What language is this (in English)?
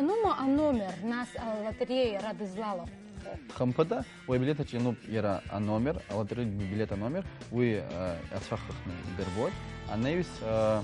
Abkhazian